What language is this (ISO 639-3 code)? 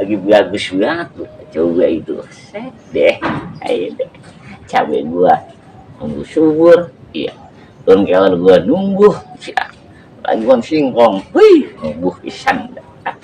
bew